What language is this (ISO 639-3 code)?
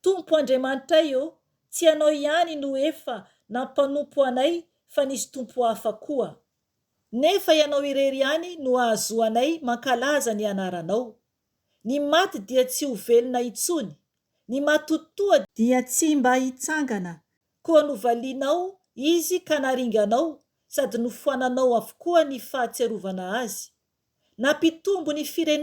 mlg